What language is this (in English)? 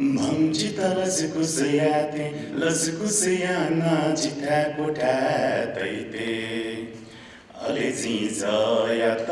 Newari